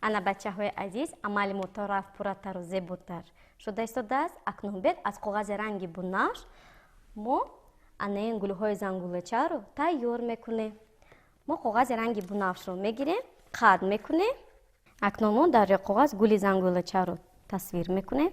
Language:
Tajik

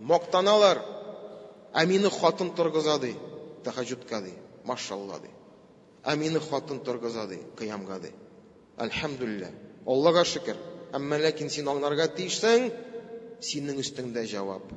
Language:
Tatar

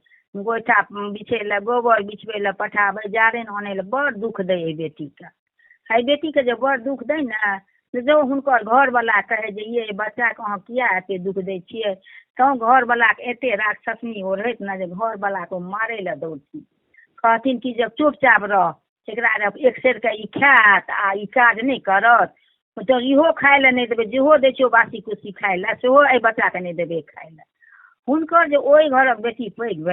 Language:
Maithili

